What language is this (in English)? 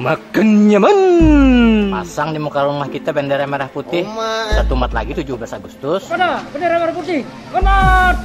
Banjar